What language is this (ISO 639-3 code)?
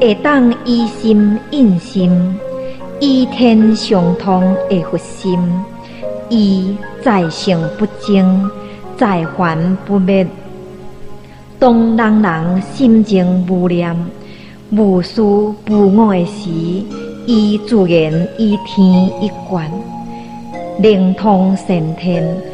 nan